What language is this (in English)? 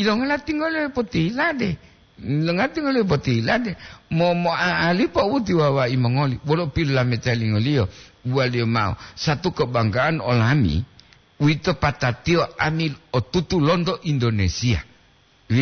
Gorontalo